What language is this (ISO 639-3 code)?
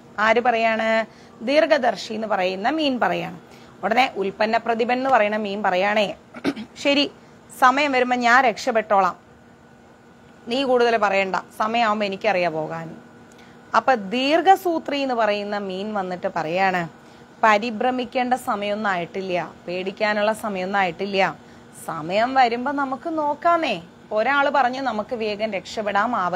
mal